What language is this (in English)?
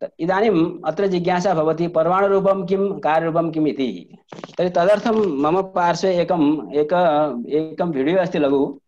Sanskrit